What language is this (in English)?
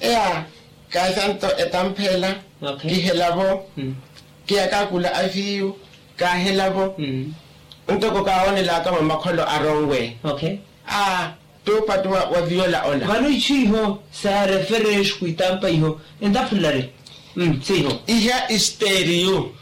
Makhuwa